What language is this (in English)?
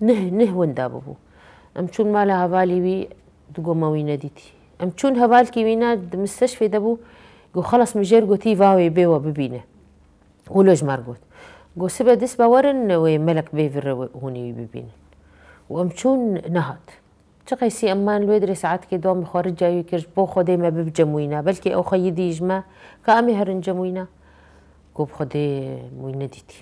Kurdish